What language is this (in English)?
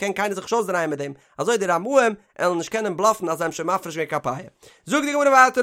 Yiddish